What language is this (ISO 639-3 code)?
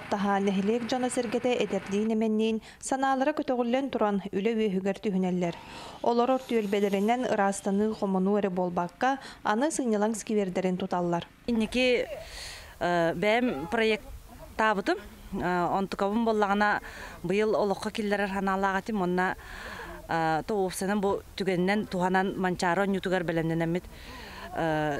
sah